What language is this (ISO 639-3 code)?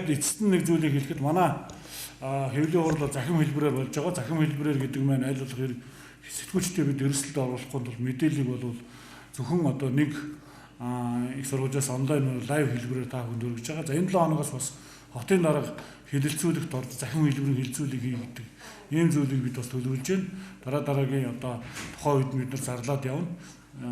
mon